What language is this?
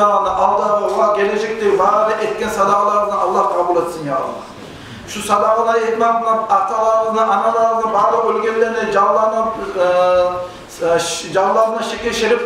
Kumyk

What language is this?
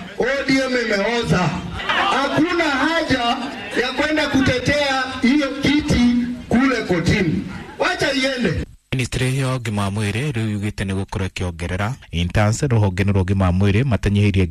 Kikuyu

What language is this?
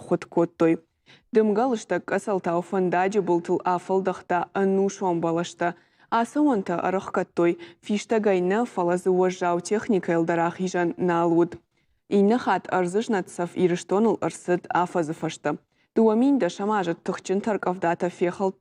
Ossetic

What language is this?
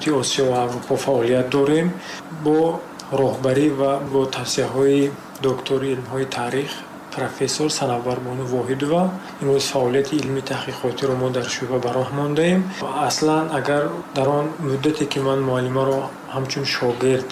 Tajik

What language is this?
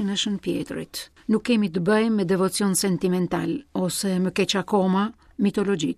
Albanian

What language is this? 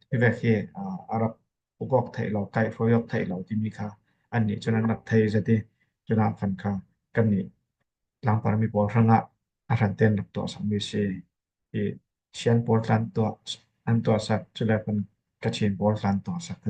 Falam Chin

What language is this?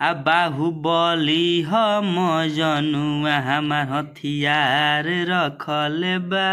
Bhojpuri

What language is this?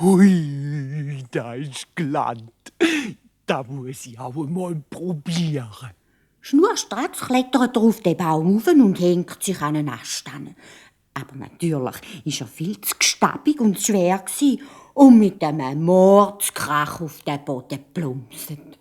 Swiss German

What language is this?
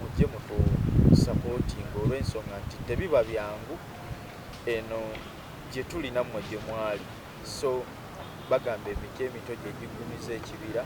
Ganda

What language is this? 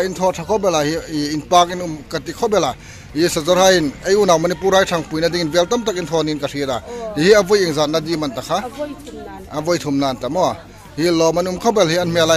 Hmar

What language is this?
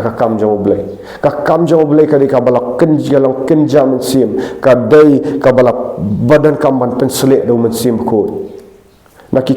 Khasi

